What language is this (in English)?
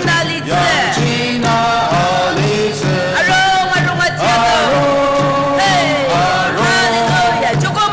Ao Naga